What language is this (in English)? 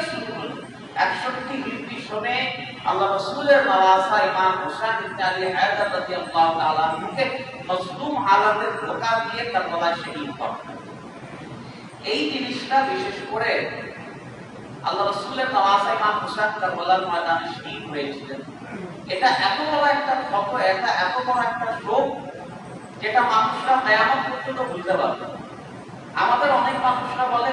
Bangla